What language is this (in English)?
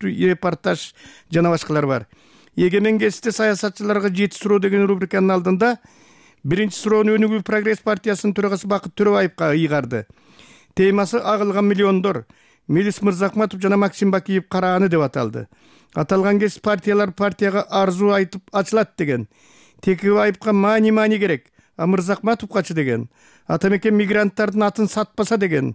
Kyrgyz